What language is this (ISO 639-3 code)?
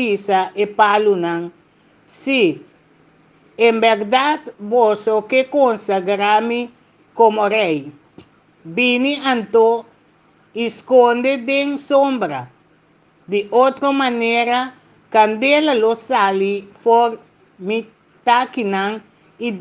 pap